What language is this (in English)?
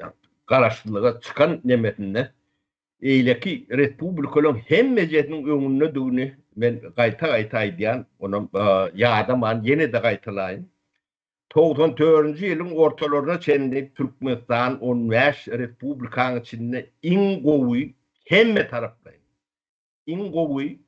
Turkmen